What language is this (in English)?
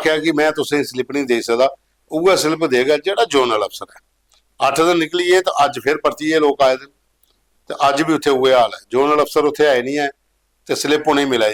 Dogri